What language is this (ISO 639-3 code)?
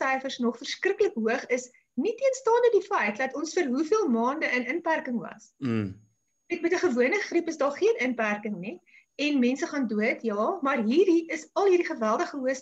afr